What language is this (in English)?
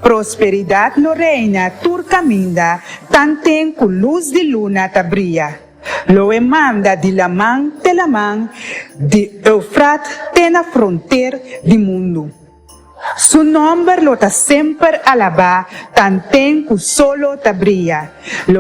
Papiamento